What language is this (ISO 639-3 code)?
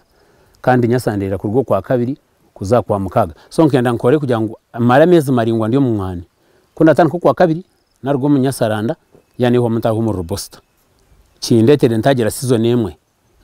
nyn